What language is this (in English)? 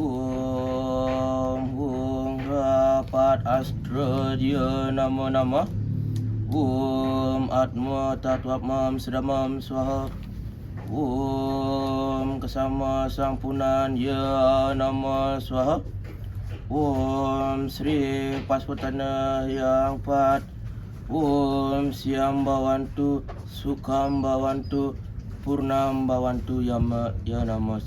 Balinese